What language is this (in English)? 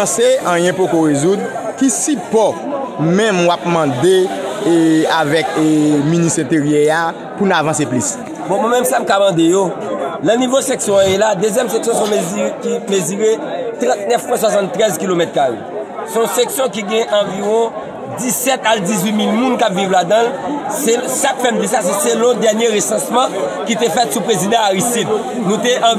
Haitian Creole